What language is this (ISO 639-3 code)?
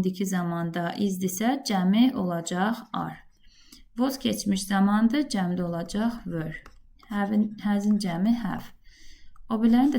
aze